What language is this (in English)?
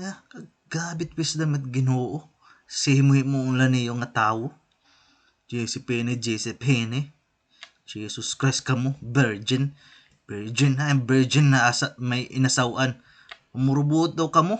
Waray